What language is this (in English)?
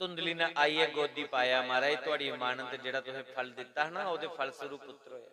Dogri